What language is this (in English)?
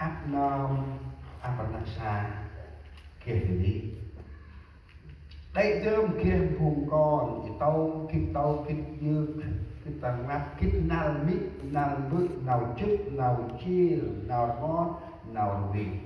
Central Mnong